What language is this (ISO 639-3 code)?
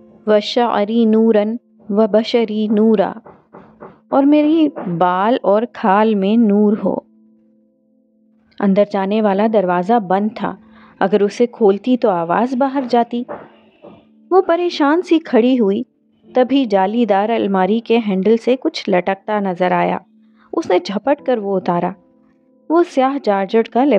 urd